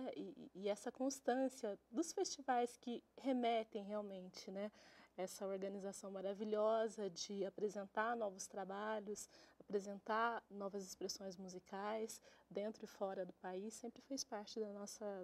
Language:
Portuguese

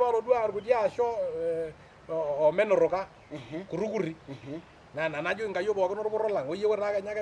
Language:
Masai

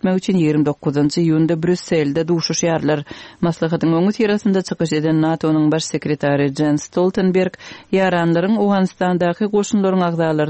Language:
Turkmen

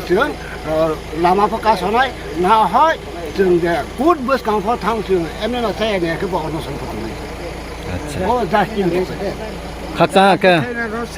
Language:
Riang (India)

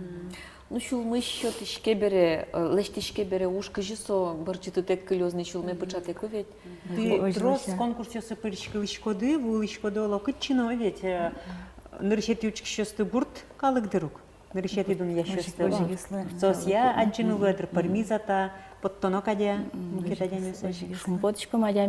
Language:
Udmurt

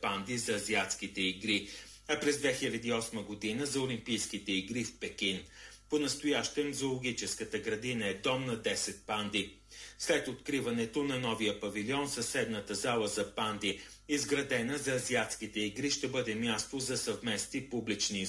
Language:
Bulgarian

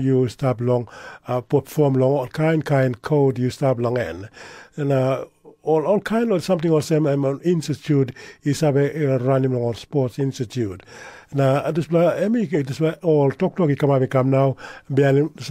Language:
Tok Pisin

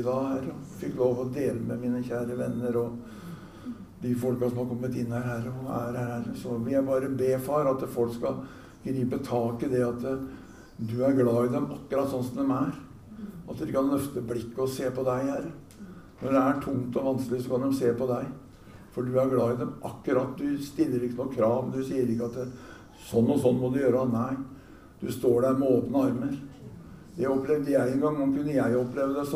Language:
Norwegian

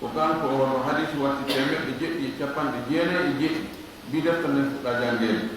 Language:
Fula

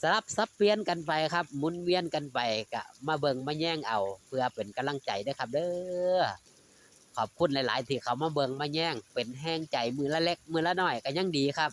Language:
Northeastern Thai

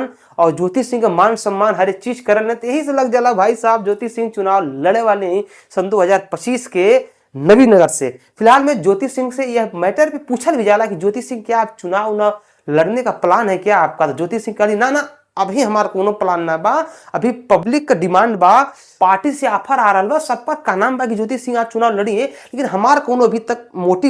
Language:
Bhojpuri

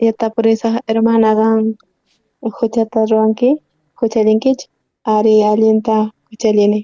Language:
South Bolivian Quechua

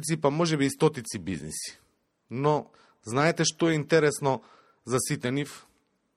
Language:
Macedonian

